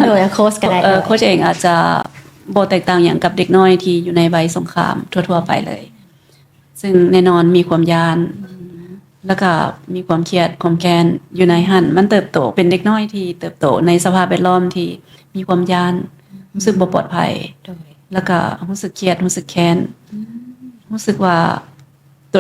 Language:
Lao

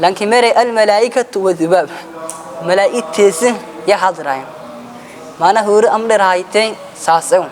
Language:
Somali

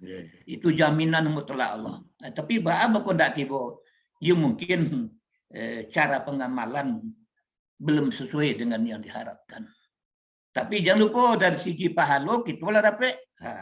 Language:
Minangkabau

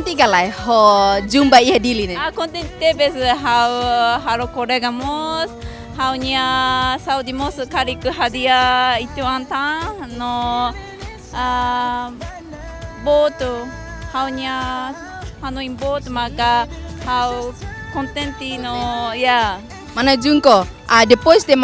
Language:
Tetum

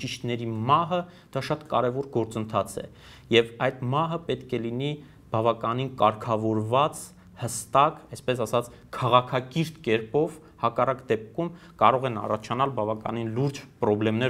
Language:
Armenian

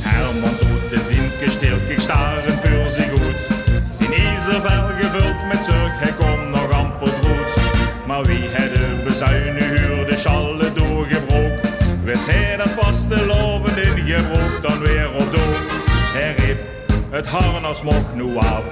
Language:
Limburgish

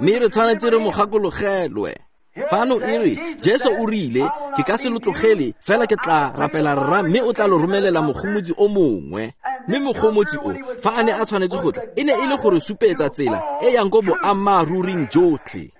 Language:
Tswana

